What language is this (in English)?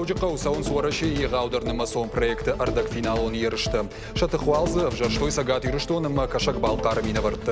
Ossetic